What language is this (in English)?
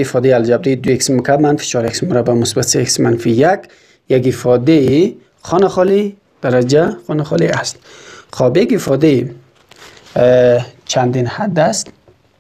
Persian